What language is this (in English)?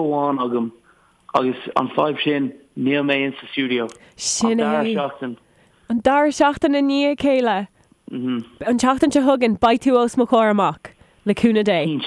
Irish